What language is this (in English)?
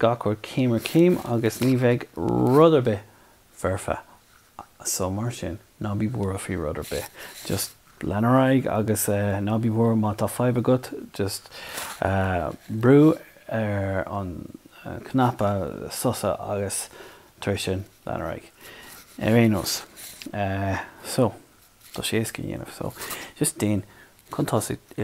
Irish